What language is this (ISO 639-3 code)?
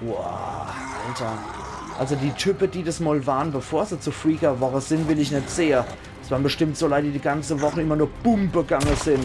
pfl